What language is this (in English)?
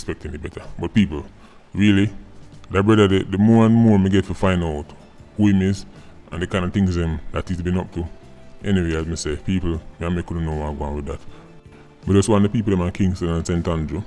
Jamaican Creole English